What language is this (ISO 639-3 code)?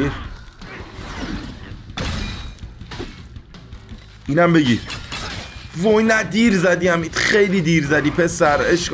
fas